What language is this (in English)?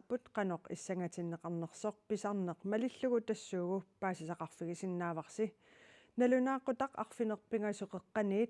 Kalaallisut